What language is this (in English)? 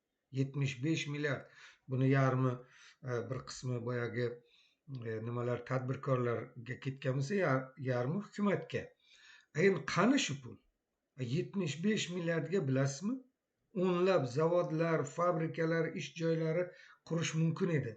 Uzbek